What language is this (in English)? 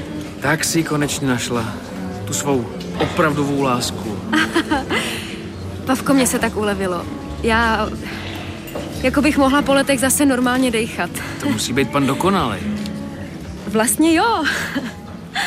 Czech